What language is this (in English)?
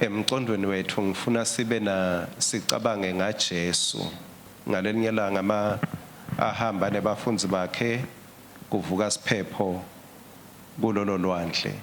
Swati